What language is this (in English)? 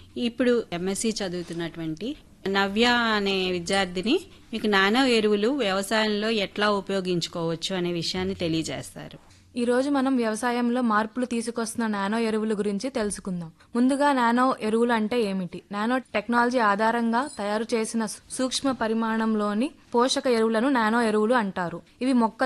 Telugu